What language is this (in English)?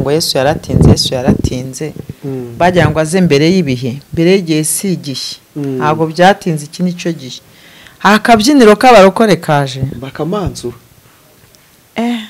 Kinyarwanda